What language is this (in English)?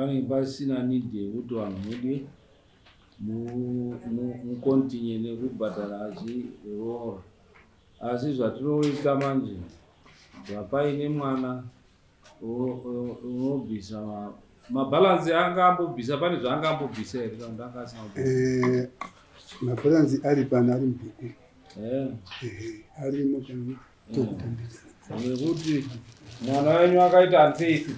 Shona